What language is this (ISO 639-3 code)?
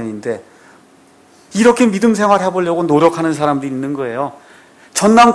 kor